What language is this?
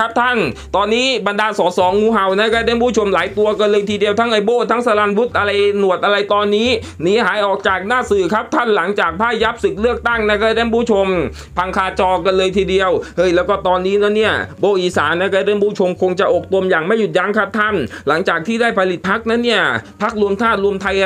Thai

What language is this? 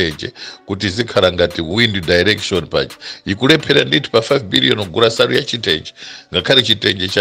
Nyanja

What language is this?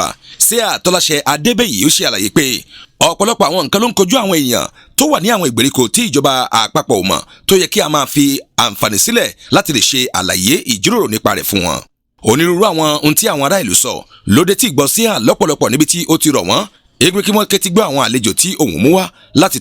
Yoruba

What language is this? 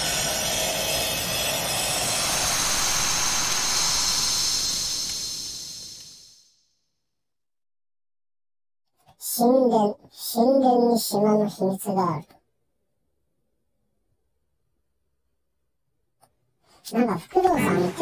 Japanese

